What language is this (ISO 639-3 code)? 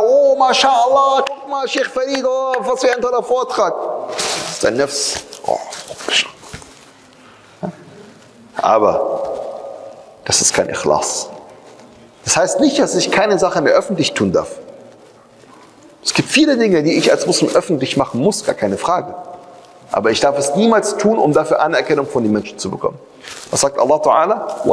deu